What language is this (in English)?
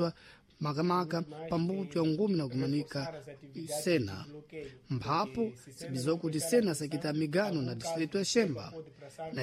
Sena